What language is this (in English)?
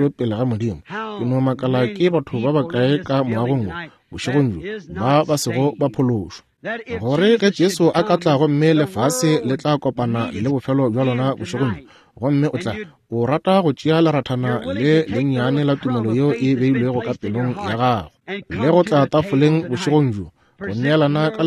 Northern Sotho